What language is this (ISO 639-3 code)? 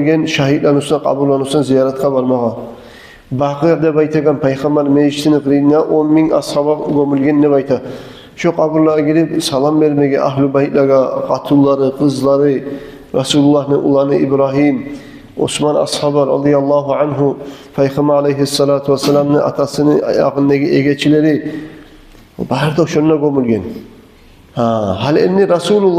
kum